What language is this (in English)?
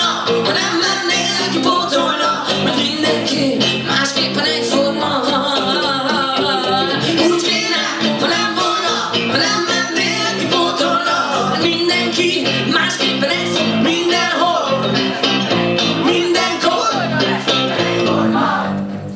Hungarian